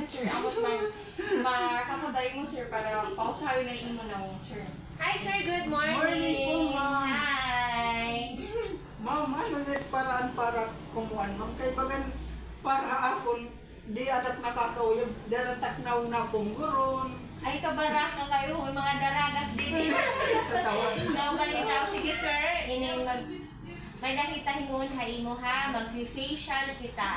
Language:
Waray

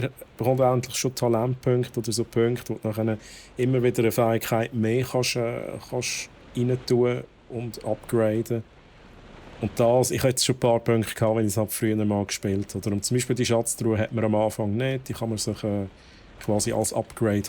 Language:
Swiss German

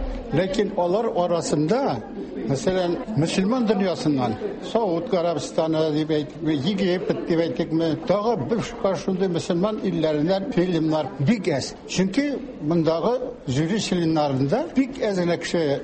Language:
Tatar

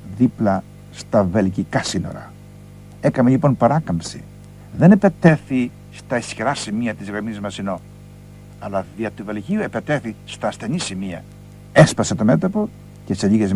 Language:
Greek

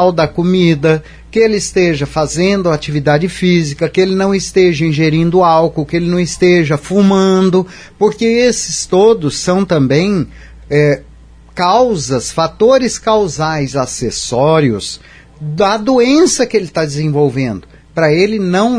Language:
Portuguese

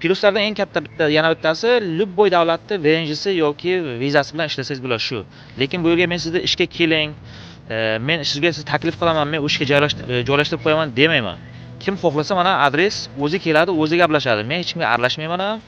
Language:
Uzbek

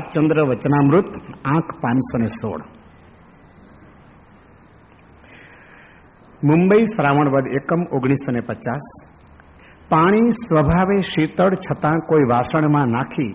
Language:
Gujarati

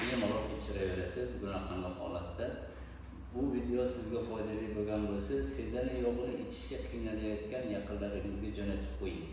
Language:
Uzbek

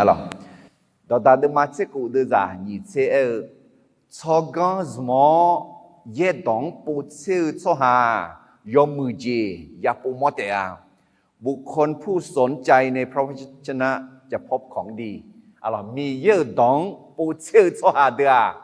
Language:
Akha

